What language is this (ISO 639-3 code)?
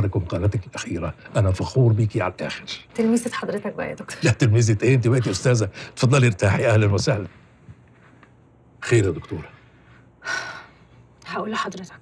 arz